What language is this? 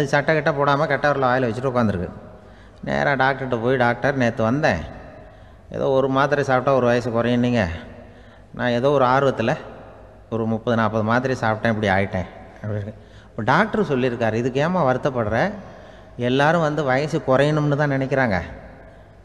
Tamil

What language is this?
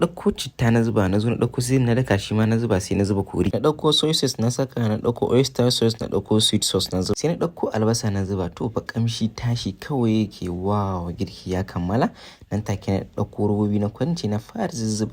Hausa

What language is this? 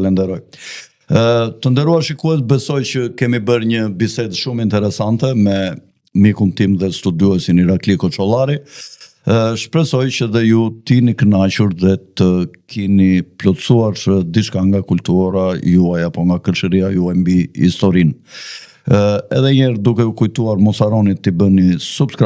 Albanian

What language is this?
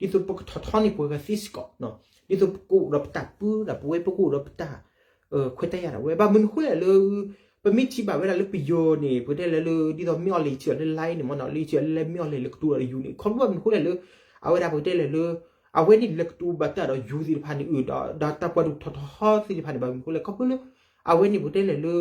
S'gaw Karen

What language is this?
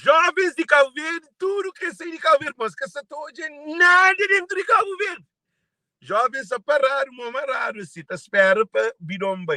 Kabuverdianu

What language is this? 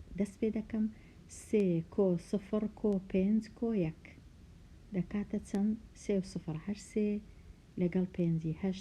Central Kurdish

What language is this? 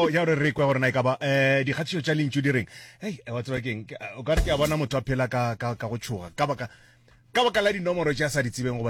Northern Sotho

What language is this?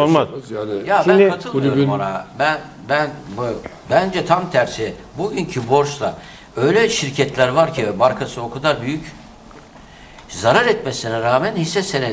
Turkish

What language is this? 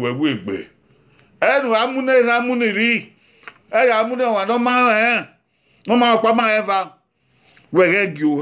Bini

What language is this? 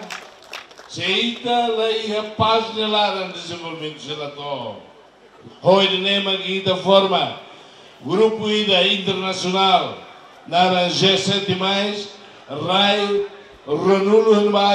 Tetum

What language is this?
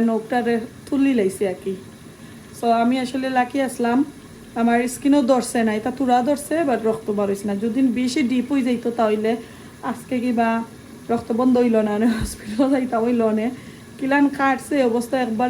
Sylheti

